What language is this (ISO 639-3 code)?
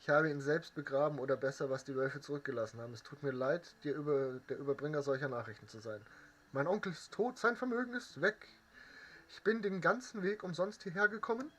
bar